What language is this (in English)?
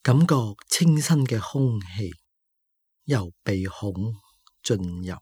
Cantonese